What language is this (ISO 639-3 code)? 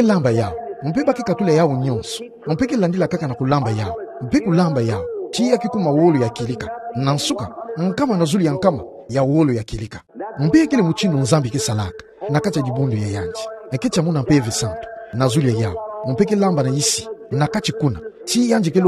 ktu